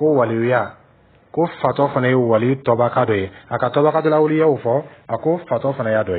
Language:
Dyula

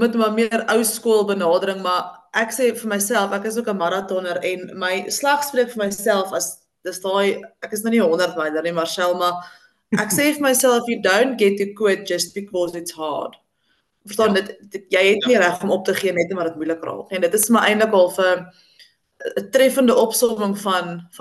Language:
Afrikaans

